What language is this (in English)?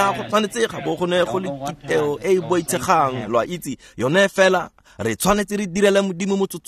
Tswana